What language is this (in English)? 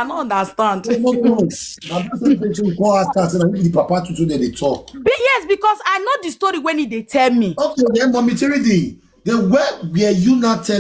Nigerian Pidgin